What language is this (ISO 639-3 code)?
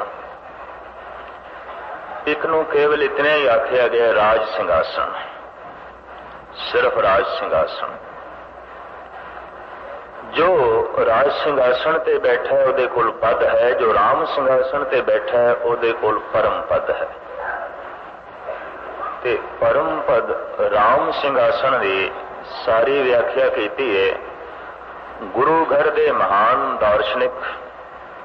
pan